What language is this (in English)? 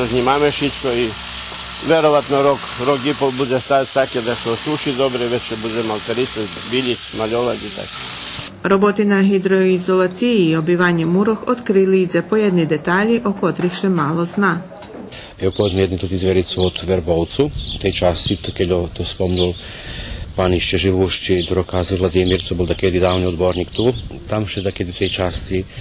Rusyn